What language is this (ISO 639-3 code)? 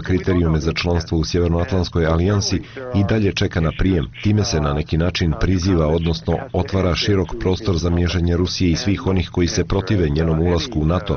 bos